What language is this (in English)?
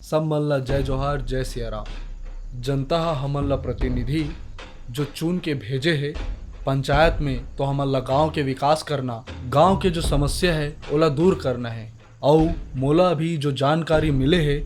Chhattisgarhi